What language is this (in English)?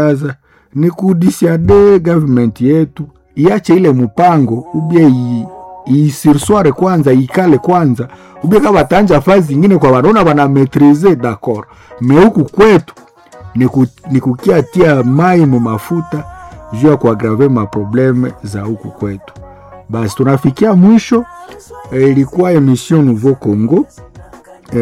Swahili